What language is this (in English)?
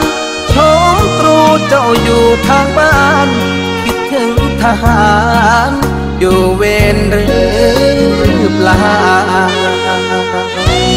Thai